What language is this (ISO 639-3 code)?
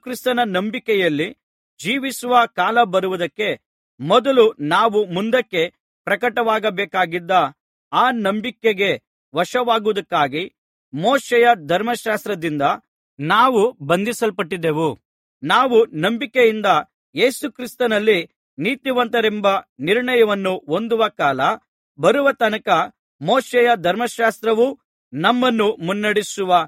kan